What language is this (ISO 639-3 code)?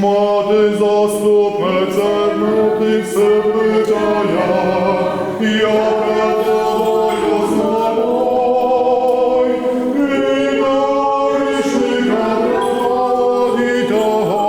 rue